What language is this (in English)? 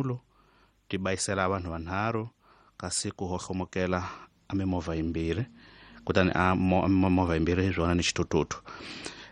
Tsonga